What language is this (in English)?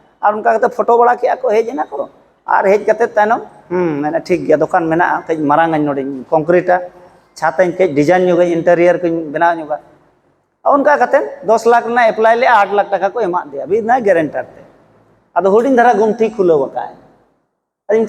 Santali